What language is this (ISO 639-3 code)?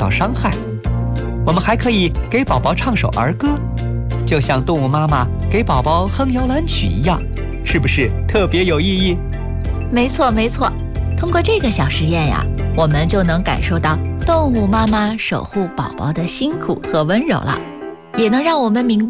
zho